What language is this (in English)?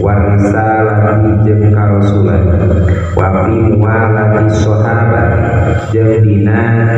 Sundanese